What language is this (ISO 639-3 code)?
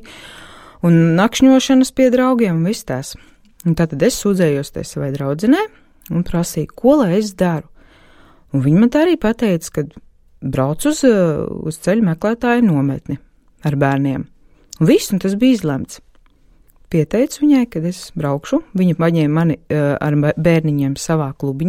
lav